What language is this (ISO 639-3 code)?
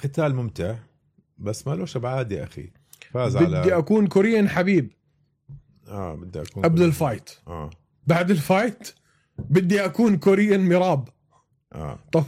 apc